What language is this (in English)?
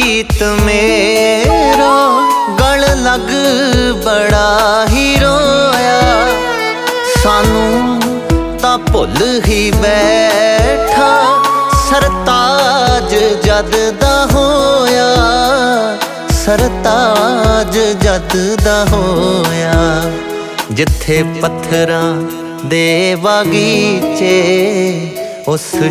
Punjabi